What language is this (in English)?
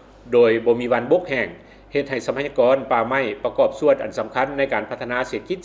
Lao